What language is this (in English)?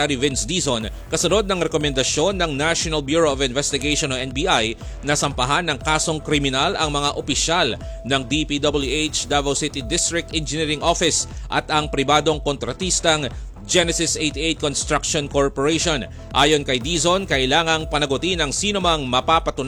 Filipino